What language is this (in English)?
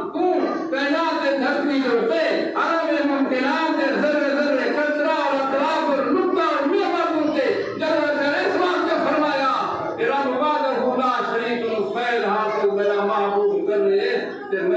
Saraiki